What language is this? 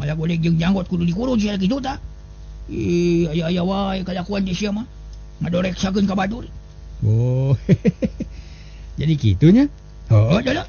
Sundanese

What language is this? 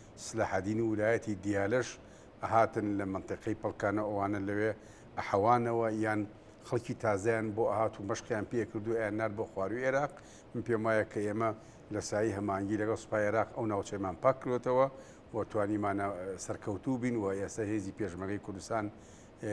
Central Kurdish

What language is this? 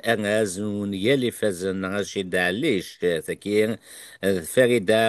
Kabyle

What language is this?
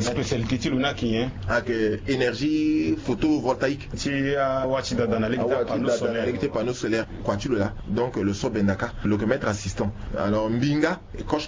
Sango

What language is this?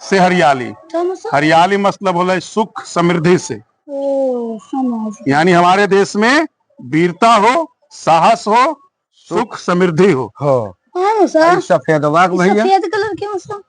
Magahi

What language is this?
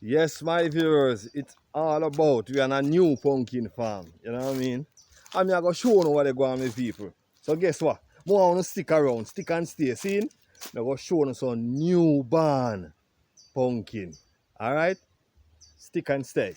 Jamaican Creole English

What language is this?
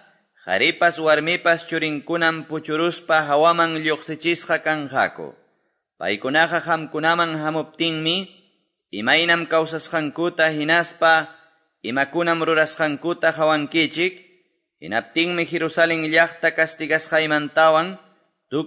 Quechua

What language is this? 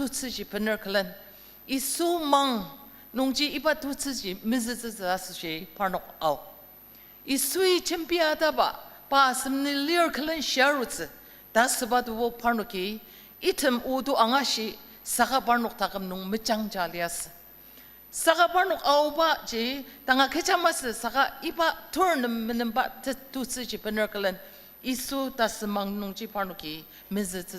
Ao Naga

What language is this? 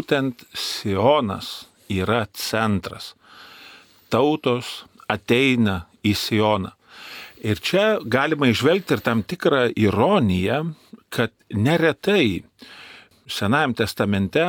Lithuanian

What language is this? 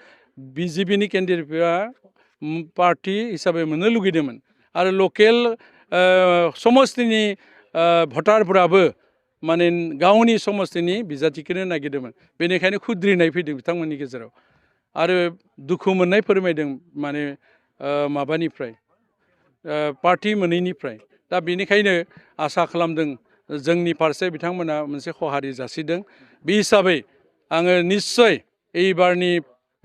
Bodo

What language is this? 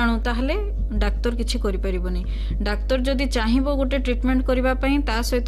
Odia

